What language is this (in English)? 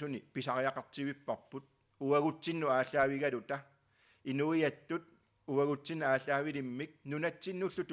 Kalaallisut